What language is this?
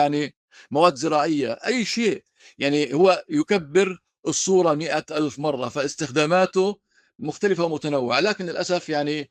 North Levantine Arabic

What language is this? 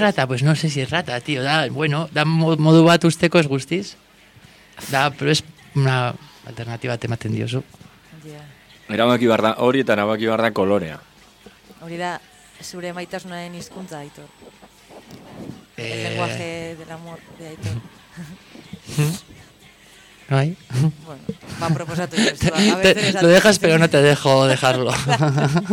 Basque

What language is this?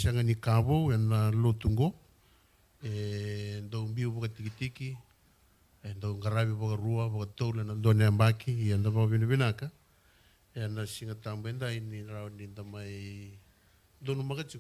Fijian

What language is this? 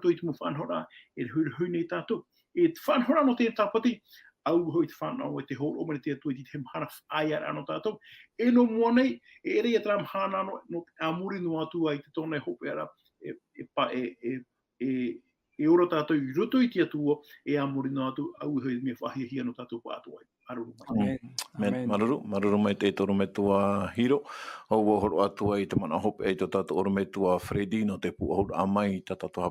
Tahitian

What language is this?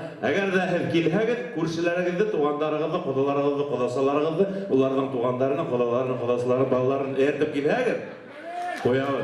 Bashkir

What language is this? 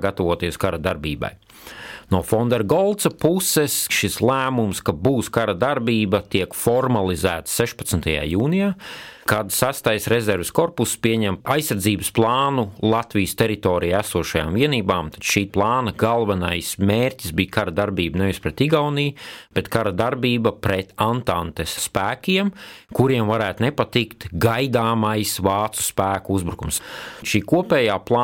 Latvian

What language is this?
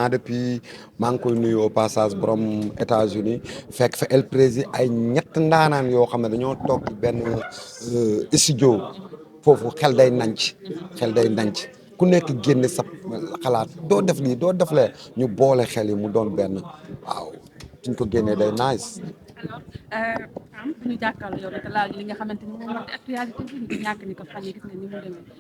Wolof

